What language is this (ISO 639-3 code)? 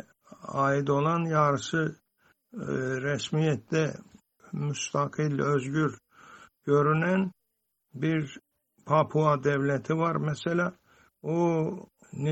tur